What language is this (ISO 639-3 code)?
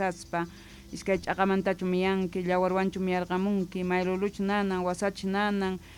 que